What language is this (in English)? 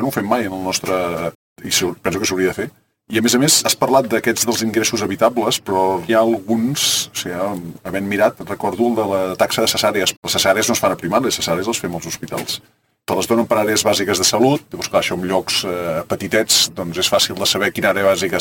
Catalan